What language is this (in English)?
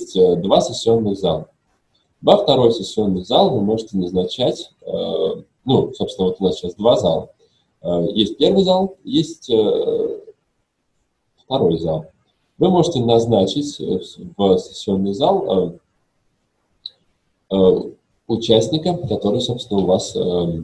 Russian